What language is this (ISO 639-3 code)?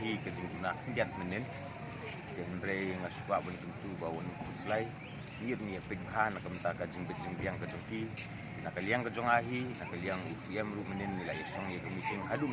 kha